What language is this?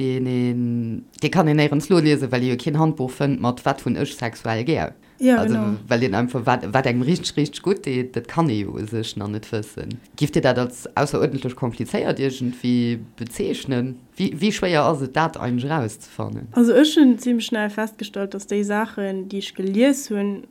Luxembourgish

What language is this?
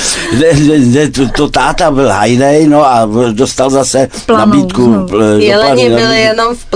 Czech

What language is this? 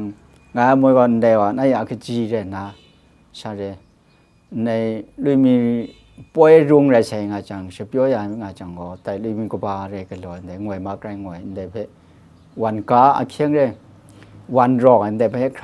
Kachin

